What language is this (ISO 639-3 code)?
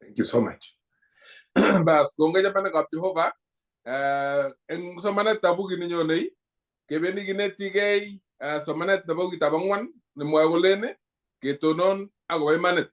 kln